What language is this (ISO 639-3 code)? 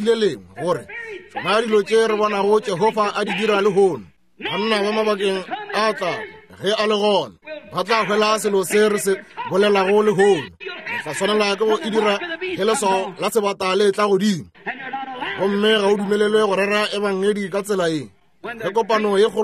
nso